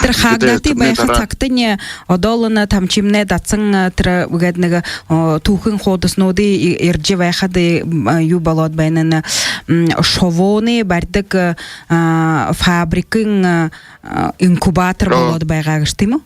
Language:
Buriat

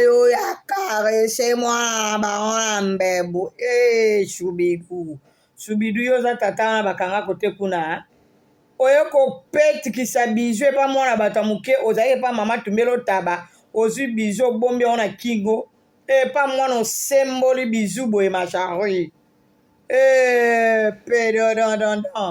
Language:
Lingala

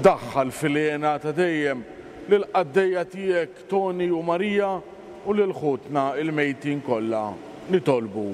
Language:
Maltese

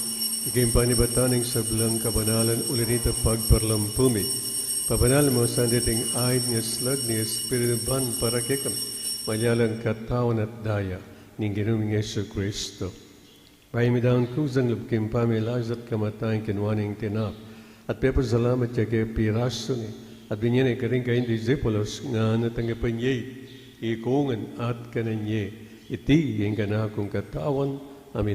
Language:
Pampanga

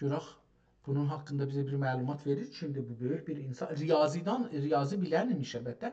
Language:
South Azerbaijani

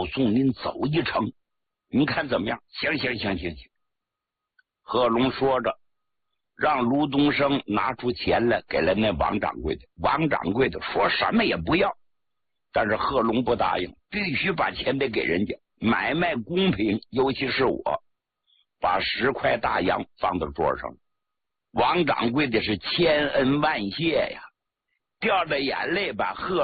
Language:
Chinese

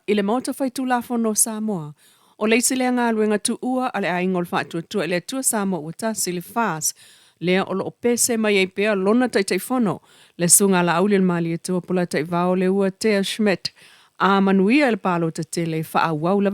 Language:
Samoan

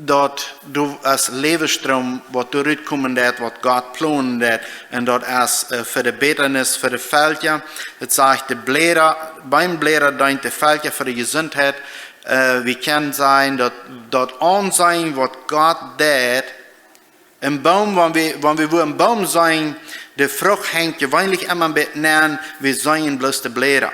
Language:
Plautdietsch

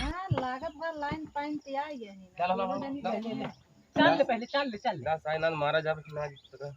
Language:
Awadhi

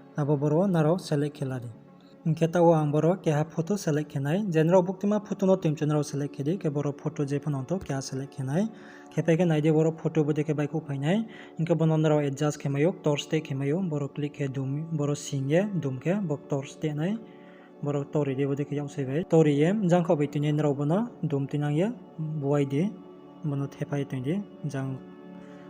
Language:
Riang (India)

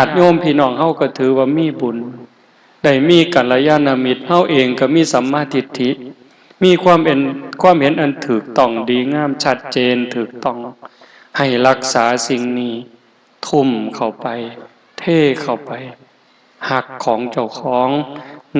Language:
Northeastern Thai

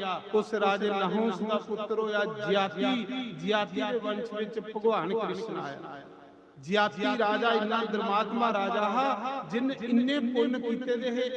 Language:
Dogri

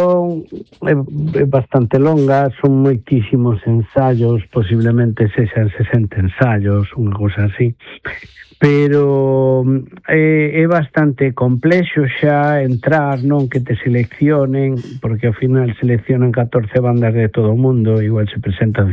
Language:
Galician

